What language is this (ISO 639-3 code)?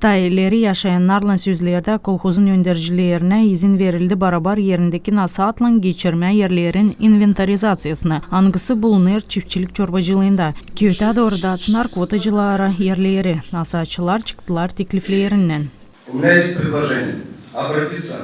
gag